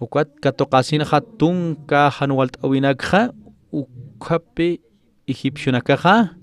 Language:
Aymara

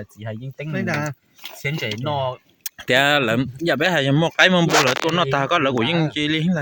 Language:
Hmong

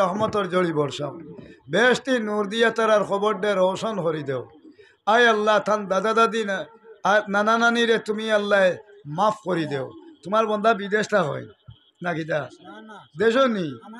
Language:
Sylheti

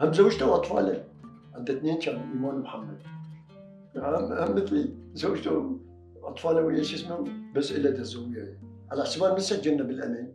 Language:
Mesopotamian Arabic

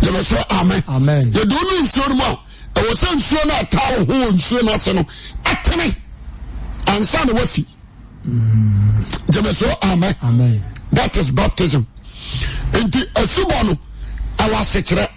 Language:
Akan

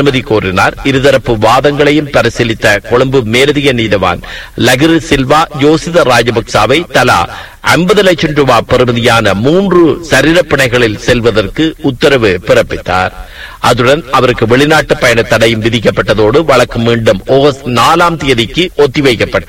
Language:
Tamil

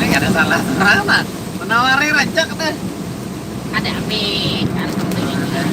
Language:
Banjar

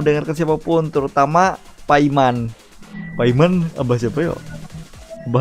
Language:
Banjar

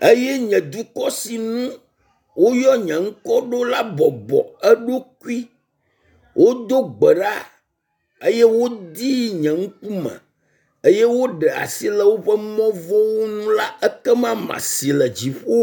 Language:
Ewe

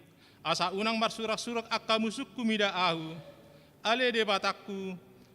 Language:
Batak Toba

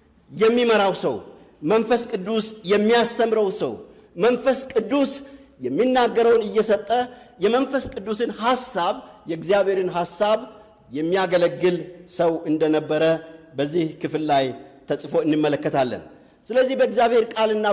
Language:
Amharic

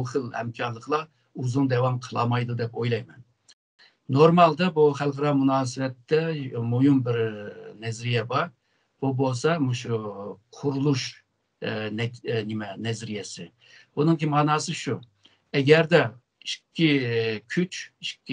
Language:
Uyghur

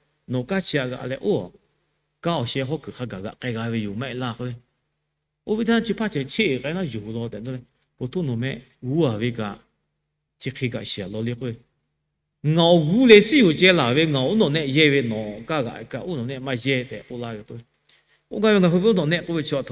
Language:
Lahu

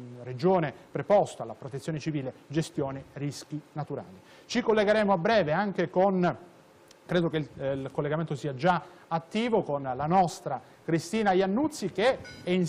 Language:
Italian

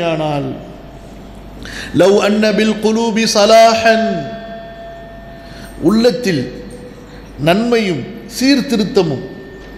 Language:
Tamil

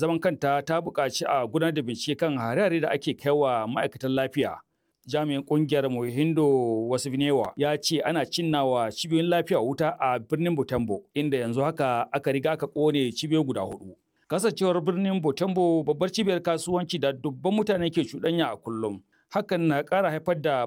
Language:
Hausa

